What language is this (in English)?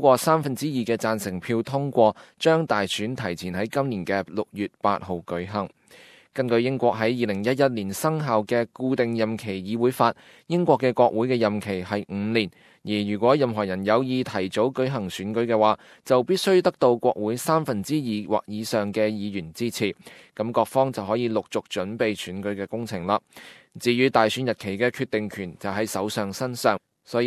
Cantonese